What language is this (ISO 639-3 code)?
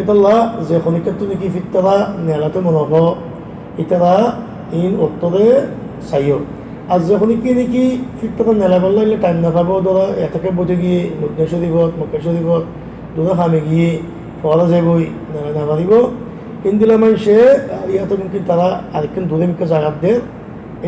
rhg